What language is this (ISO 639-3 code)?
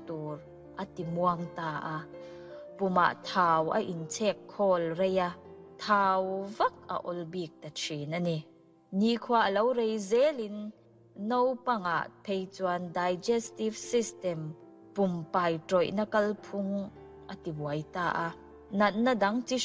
lus